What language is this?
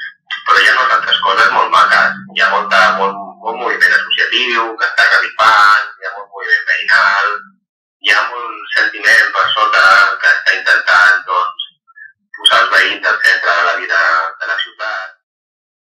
Catalan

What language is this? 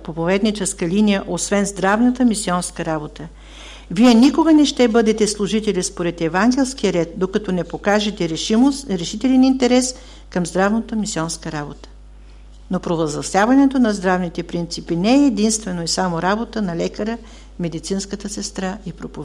Bulgarian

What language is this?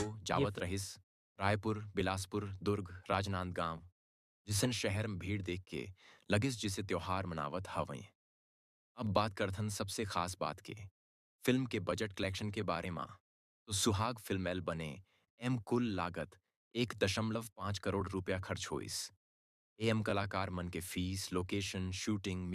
Chhattisgarhi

